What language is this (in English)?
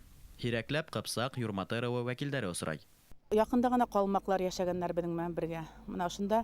Bashkir